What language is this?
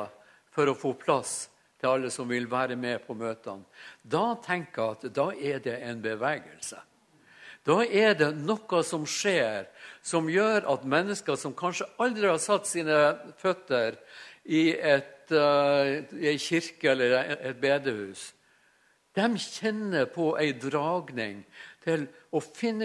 Norwegian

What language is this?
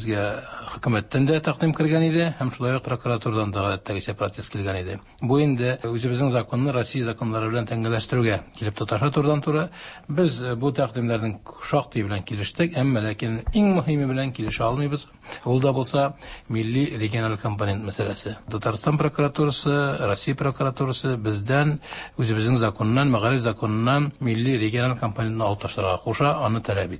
Tatar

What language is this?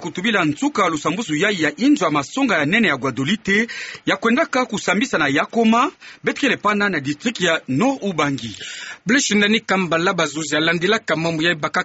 Kituba (Democratic Republic of Congo)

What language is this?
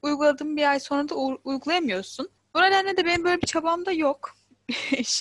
Turkish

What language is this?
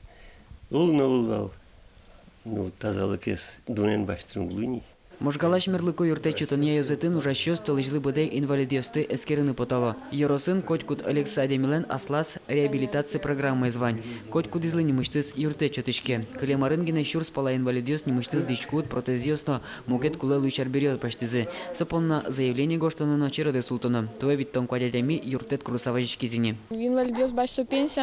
Udmurt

